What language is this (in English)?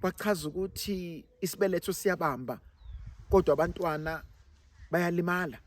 Zulu